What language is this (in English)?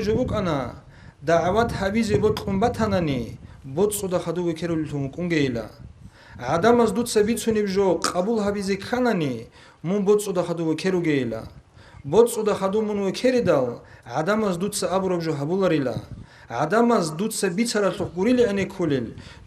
Avaric